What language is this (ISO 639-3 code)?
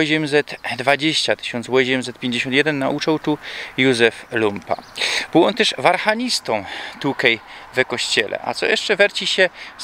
szl